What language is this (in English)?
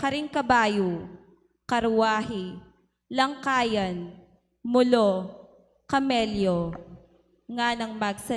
Pampanga